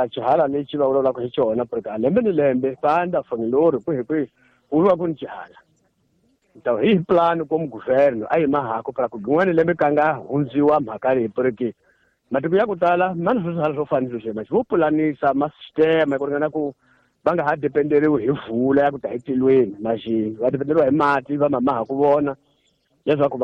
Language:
Tsonga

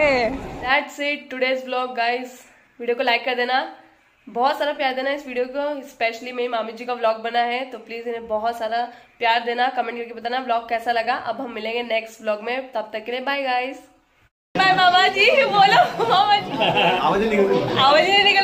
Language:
Hindi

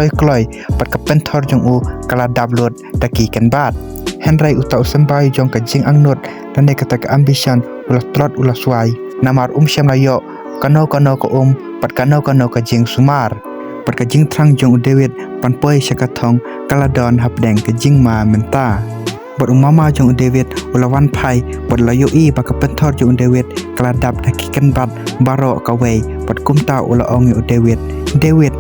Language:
Khasi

